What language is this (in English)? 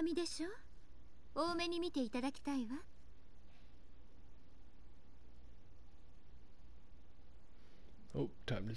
Japanese